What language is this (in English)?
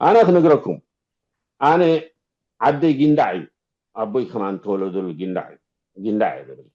Tigrinya